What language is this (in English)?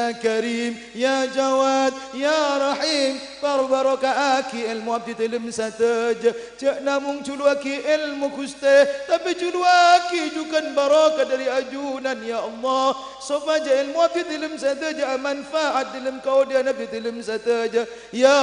Madurese